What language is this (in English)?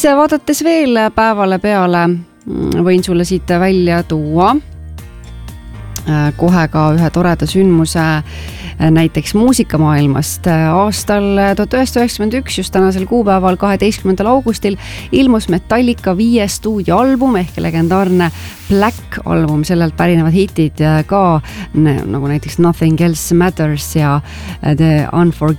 Estonian